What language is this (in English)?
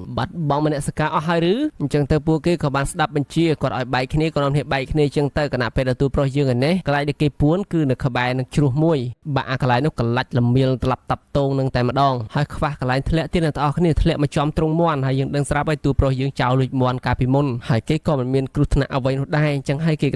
Khmer